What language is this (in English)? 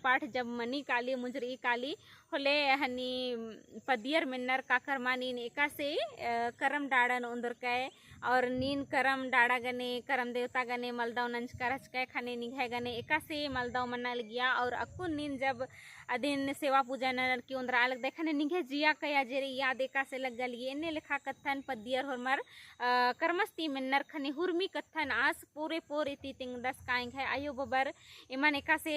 Kurukh